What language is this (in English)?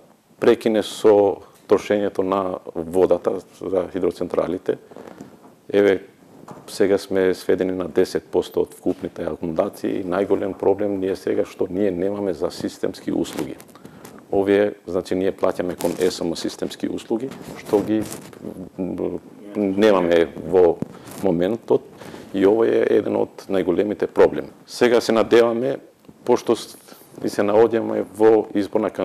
Macedonian